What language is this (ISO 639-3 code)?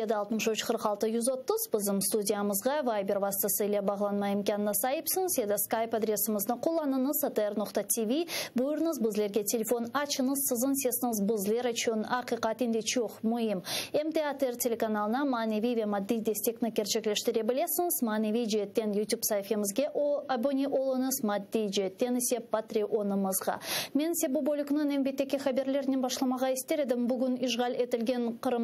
crh